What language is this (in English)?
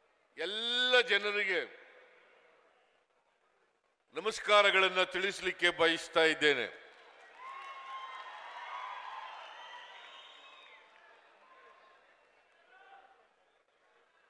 Kannada